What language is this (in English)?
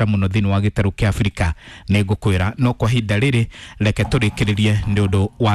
Kikuyu